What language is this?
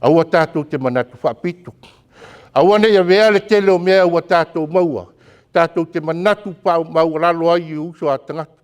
Samoan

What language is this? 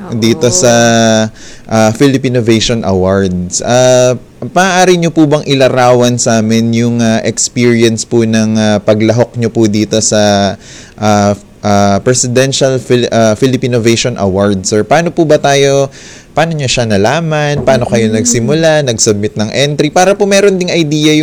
Filipino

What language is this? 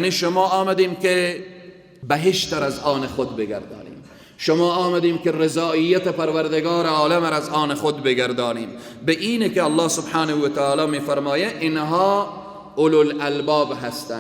Persian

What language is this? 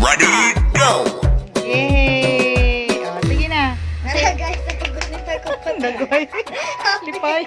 Cebuano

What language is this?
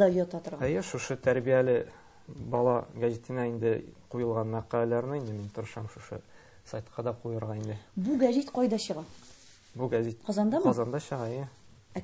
Tatar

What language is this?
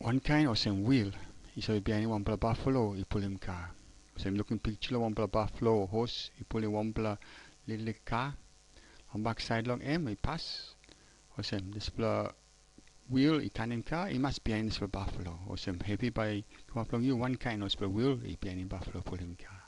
Tok Pisin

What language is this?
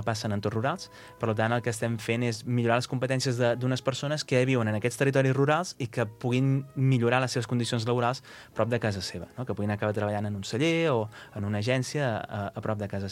Catalan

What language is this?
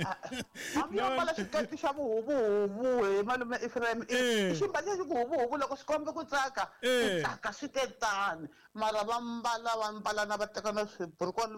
Tsonga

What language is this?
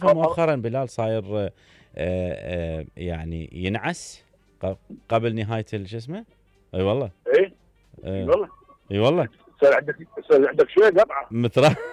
Mesopotamian Arabic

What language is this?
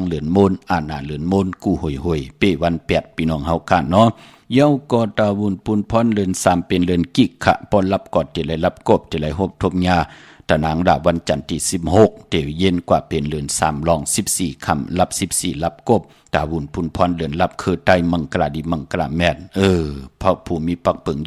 Shan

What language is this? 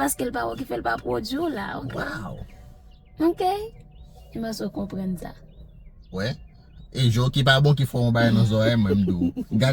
Haitian Creole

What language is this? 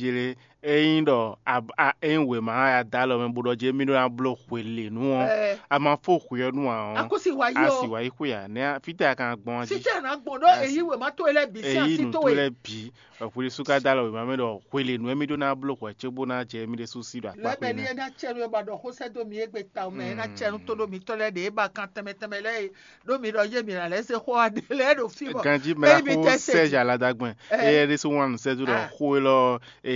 Fon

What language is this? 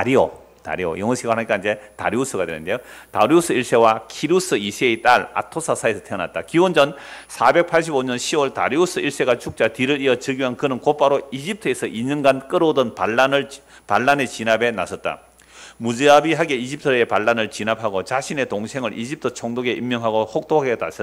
Korean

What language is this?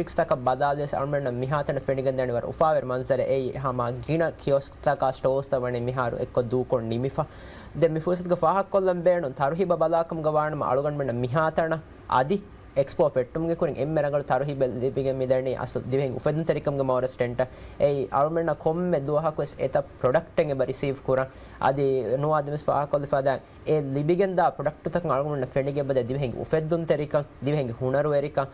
Divehi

